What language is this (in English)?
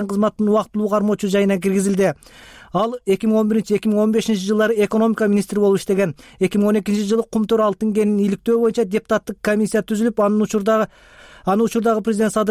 Kyrgyz